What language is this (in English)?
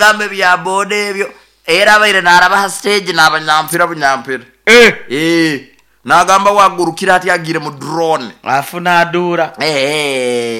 Nyoro